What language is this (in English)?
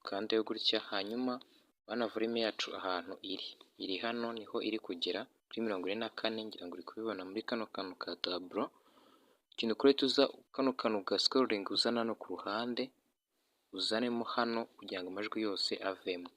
Kinyarwanda